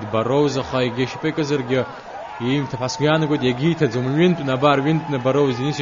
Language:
Abkhazian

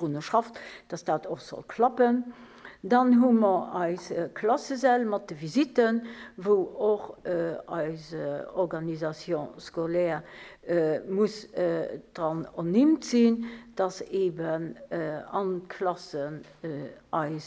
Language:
Luxembourgish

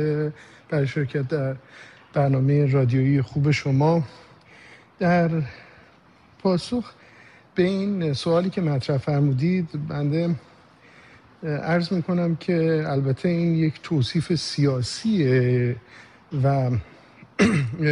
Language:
Persian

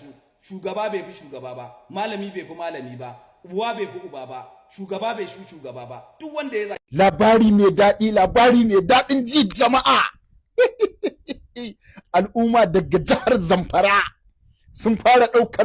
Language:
Hausa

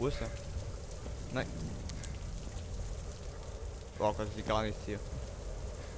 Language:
German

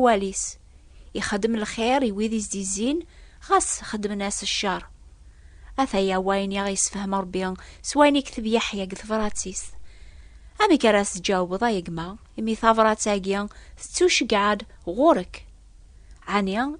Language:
Kabyle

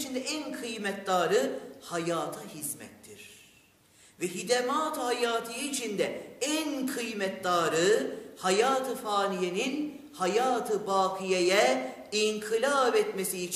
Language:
Turkish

